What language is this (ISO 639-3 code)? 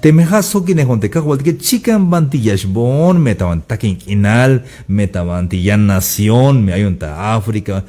tzh